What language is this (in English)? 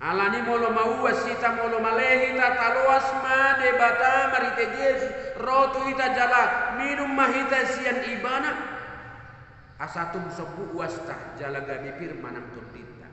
Batak Toba